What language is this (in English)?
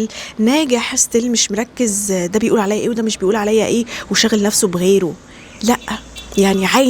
Egyptian Arabic